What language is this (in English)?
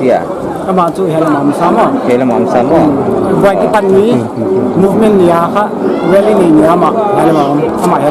Paite Chin